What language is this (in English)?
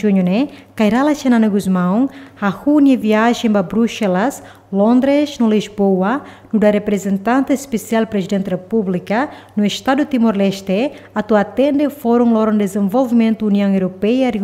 Tetum